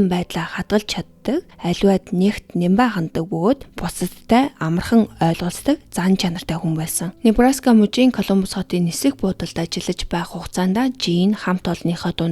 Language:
Mongolian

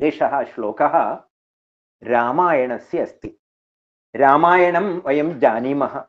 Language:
Sanskrit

